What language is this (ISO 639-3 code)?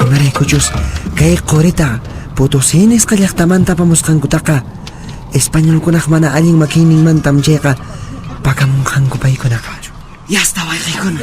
que